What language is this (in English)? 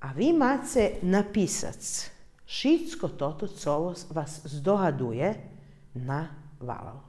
Rusyn